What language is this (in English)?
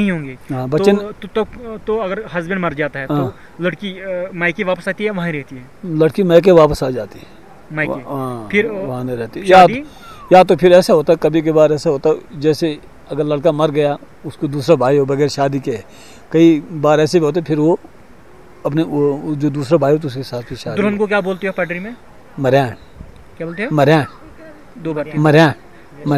Hindi